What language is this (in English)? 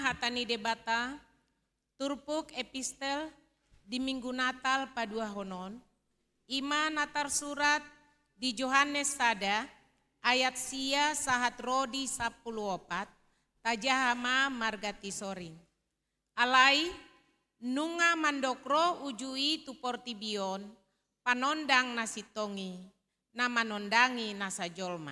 Batak Toba